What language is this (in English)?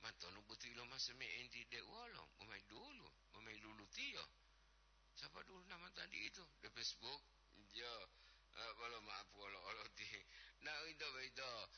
Gorontalo